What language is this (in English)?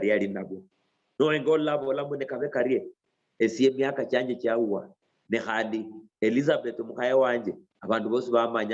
Luyia